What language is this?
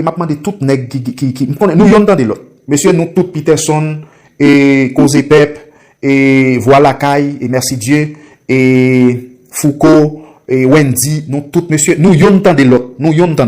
Haitian Creole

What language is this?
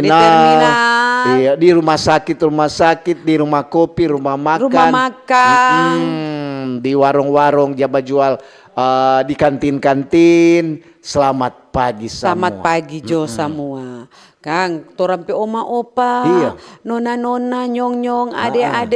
Manado Malay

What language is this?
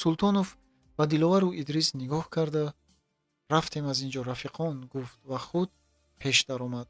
Tajik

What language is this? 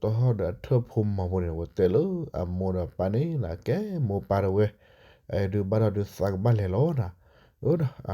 S'gaw Karen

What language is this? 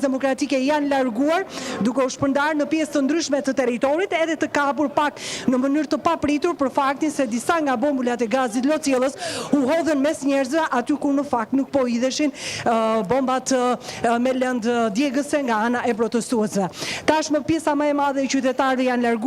Albanian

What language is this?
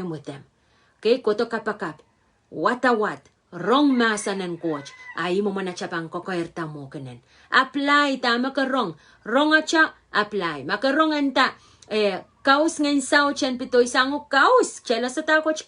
Pohnpeian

